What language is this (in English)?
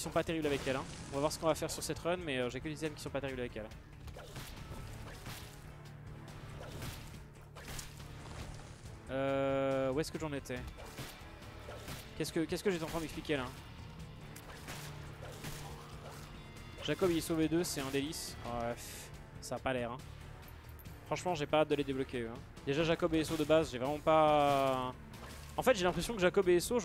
French